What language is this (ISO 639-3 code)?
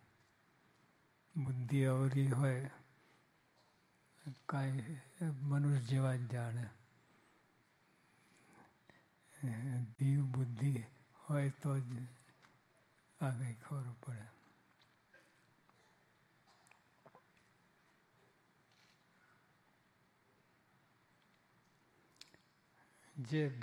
guj